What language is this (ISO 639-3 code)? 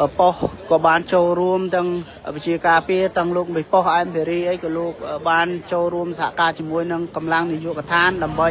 khm